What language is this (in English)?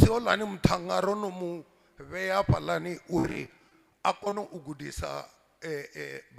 Venda